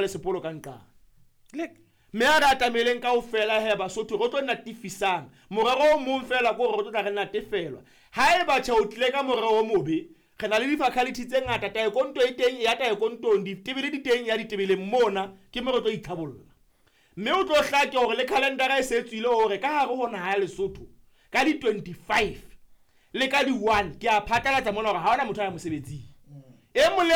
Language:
Southern Sotho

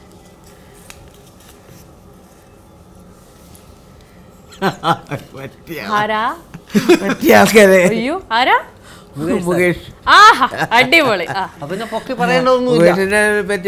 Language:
Malayalam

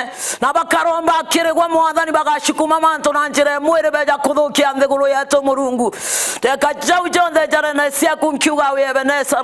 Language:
Meru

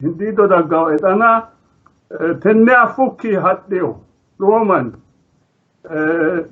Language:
Sidamo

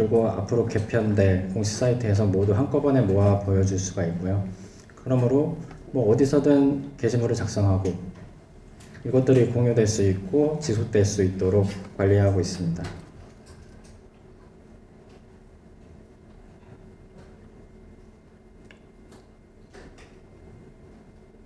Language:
Korean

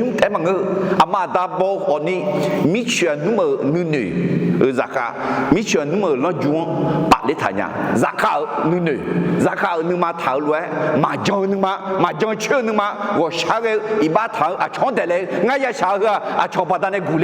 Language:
Akha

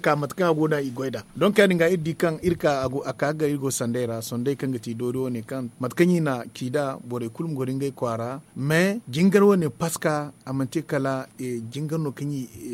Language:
Zarma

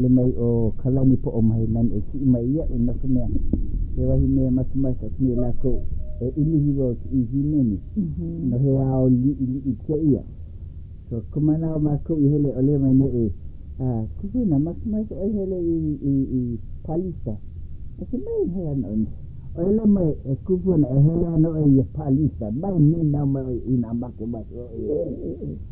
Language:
Hawaiian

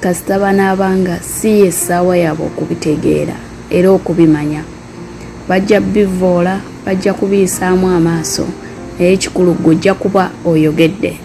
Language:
Ganda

